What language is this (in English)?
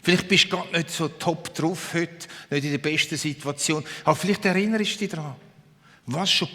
Swiss German